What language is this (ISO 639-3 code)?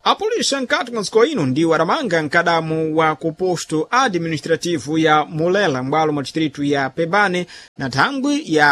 seh